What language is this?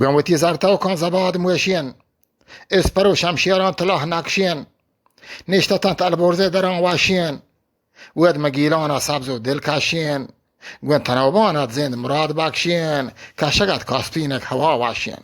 Eastern Balochi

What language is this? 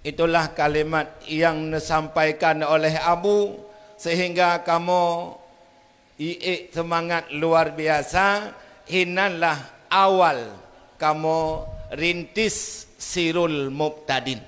Achinese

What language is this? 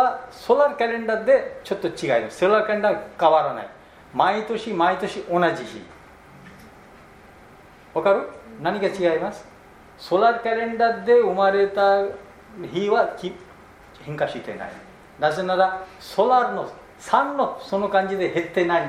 Japanese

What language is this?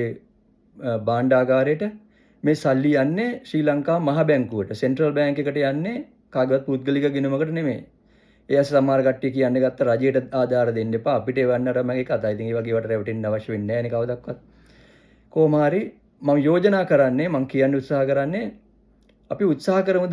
Sinhala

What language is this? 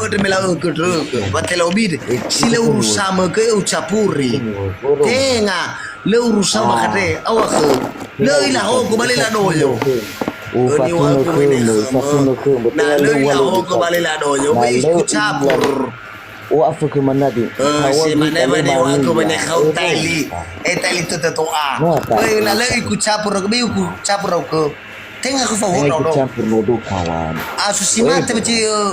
Nias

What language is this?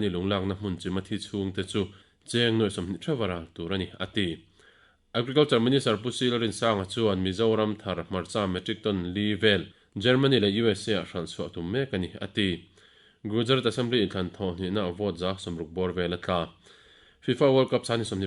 Mizo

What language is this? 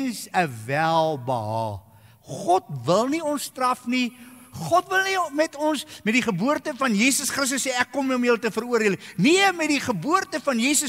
Afrikaans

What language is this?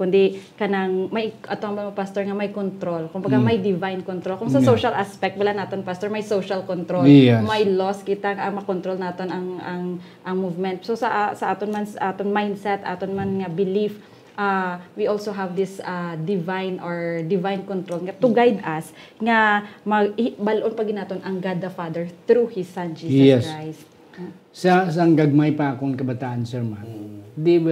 Hiligaynon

